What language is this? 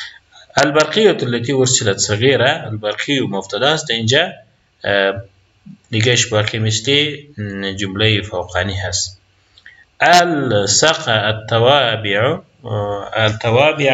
Persian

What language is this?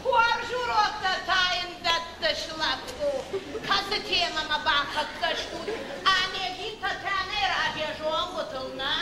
Ossetic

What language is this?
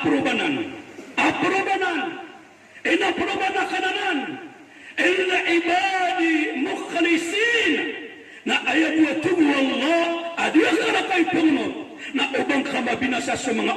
Maranao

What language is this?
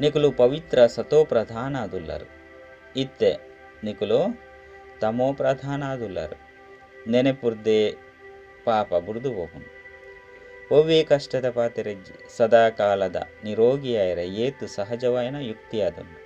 Tulu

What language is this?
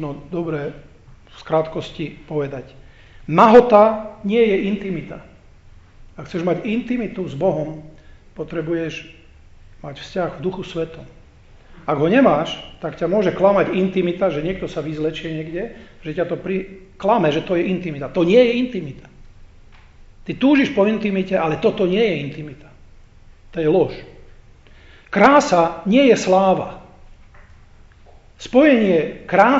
Slovak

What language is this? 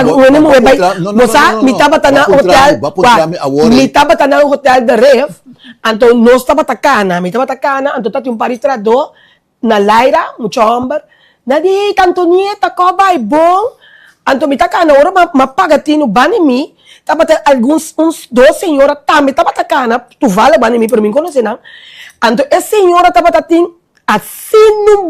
Papiamento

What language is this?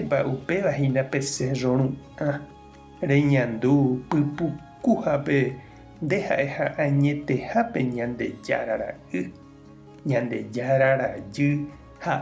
Guarani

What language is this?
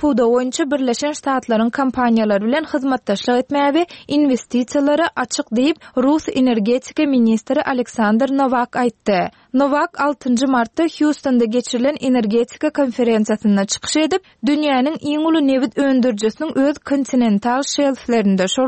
Turkmen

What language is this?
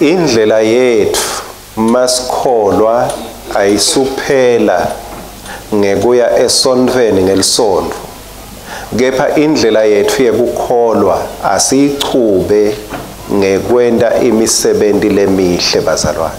Swati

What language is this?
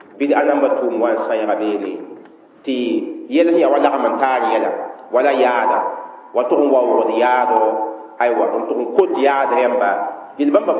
Mossi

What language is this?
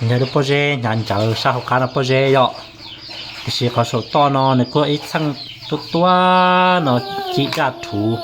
Hmong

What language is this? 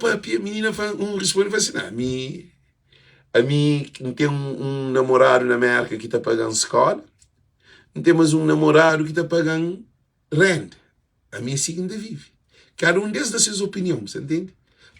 Kabuverdianu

